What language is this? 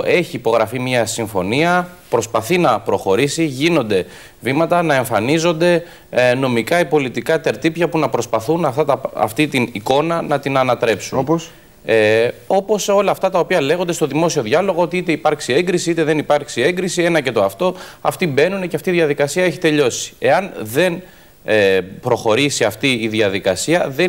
Greek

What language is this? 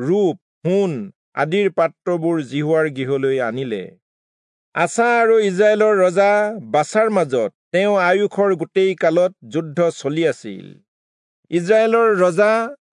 Assamese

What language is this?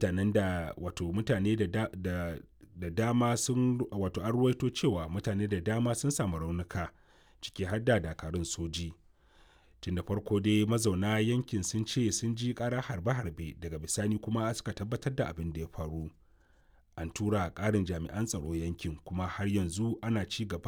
Hausa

